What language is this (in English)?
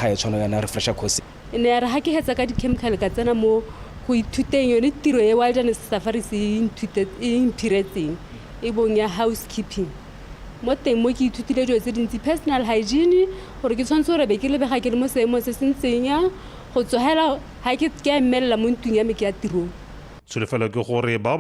Tswana